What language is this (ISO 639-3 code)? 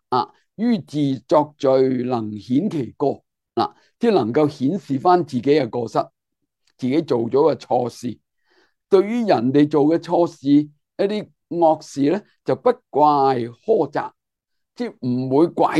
yue